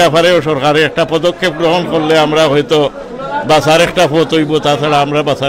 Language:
Sylheti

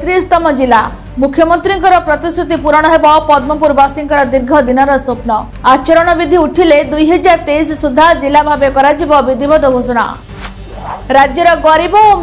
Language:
Odia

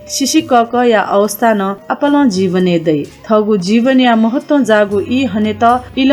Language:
Newari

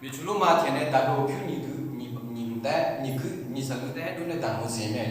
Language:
Akha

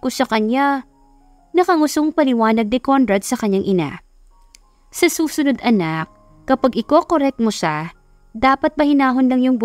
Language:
Filipino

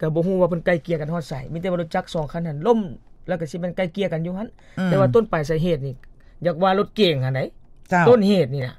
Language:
Lao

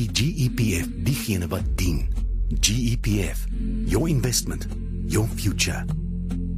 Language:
Afrikaans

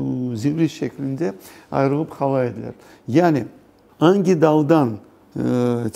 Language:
Crimean Tatar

